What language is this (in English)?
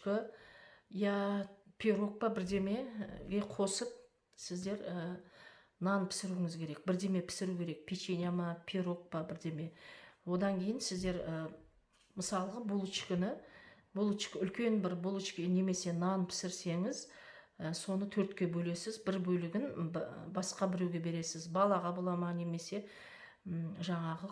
Kazakh